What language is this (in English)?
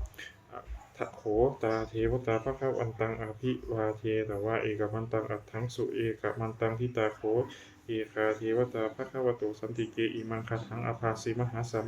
Pali